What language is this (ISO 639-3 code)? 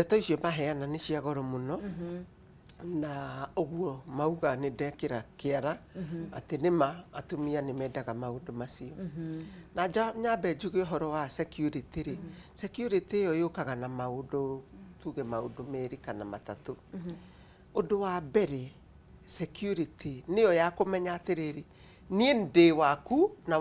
kik